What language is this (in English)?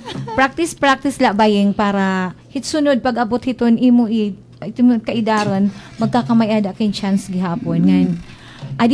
Waray